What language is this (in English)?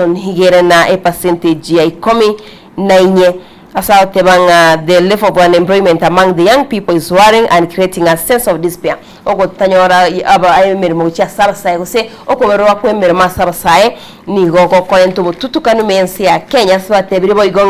Gusii